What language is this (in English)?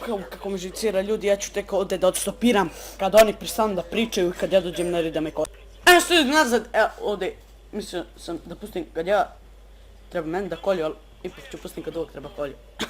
Bosnian